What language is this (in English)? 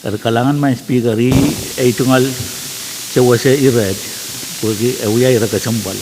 Pohnpeian